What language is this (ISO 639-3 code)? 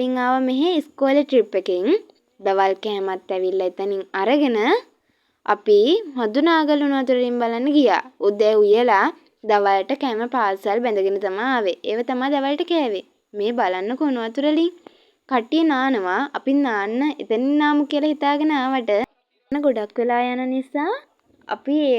sin